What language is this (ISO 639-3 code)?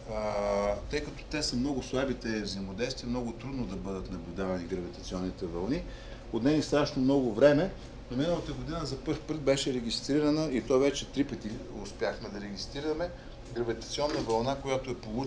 bul